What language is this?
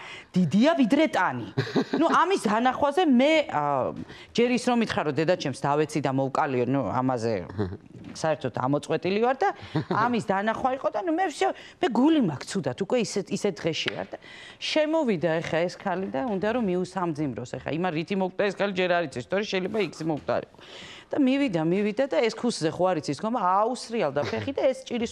Georgian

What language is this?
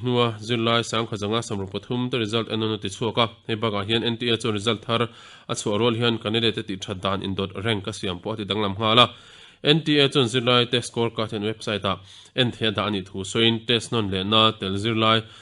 Mizo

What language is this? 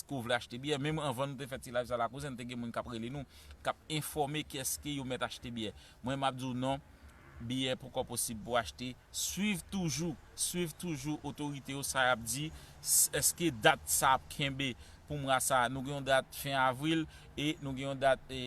Haitian Creole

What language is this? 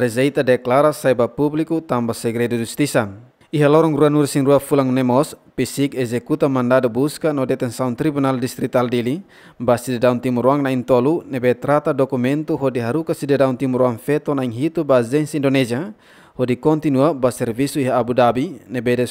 Tetum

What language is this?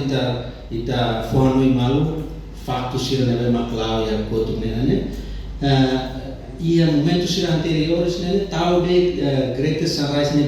Tetum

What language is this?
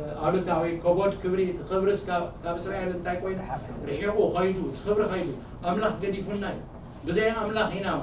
Tigrinya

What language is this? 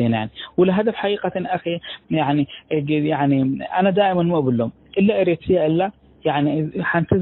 Tigre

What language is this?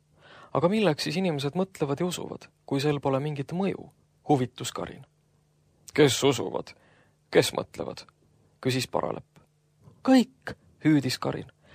Estonian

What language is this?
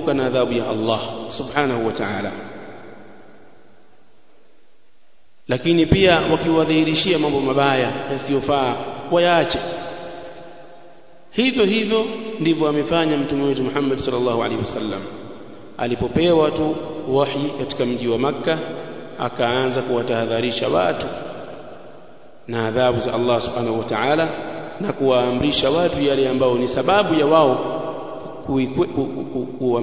Swahili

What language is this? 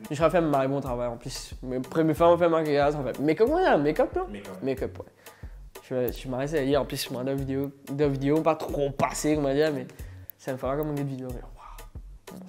Morisyen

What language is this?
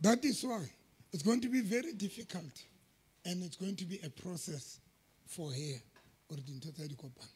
Southern Sotho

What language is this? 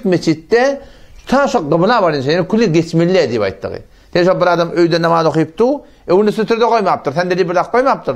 Turkmen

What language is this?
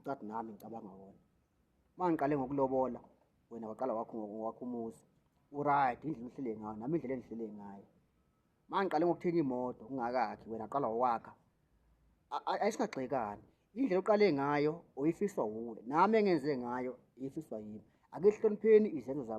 Zulu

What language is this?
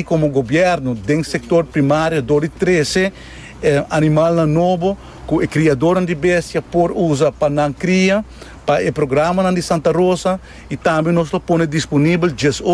Papiamento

